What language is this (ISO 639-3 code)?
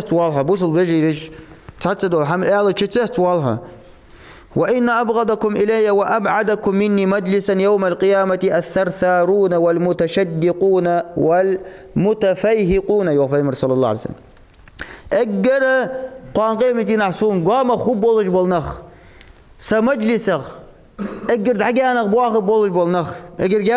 inh